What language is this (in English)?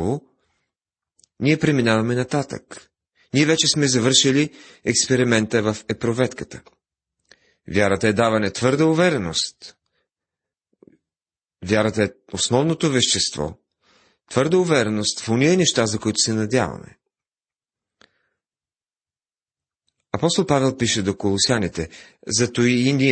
Bulgarian